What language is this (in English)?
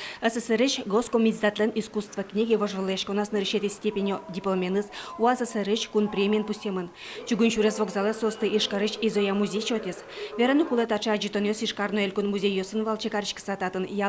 Udmurt